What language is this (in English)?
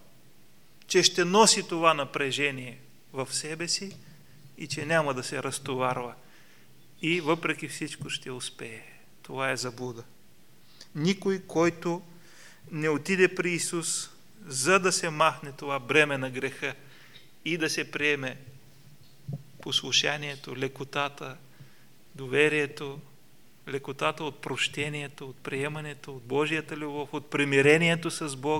Bulgarian